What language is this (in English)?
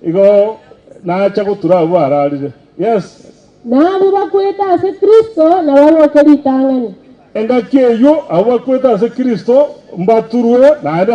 Gusii